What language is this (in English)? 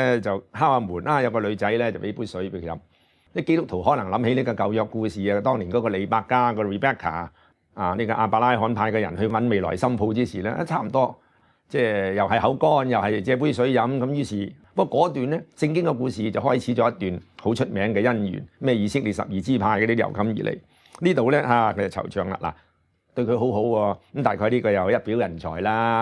Cantonese